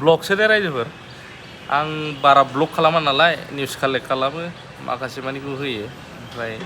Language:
Bodo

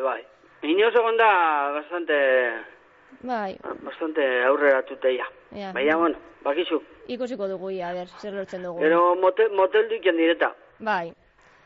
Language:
Basque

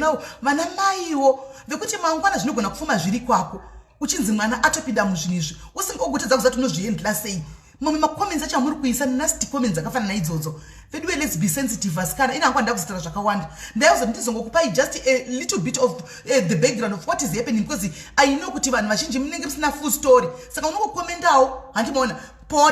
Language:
Shona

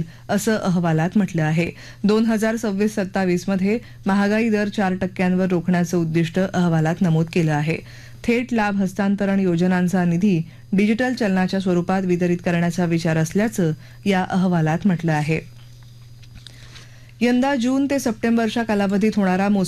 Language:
Marathi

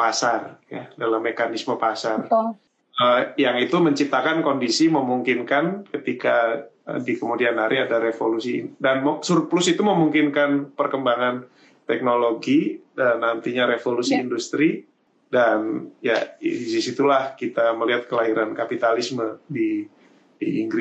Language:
Indonesian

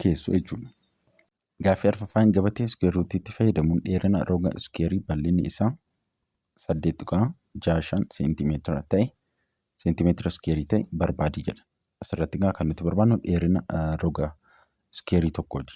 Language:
Oromo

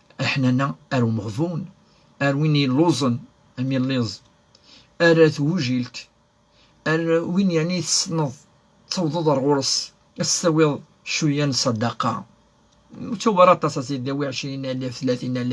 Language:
Kabyle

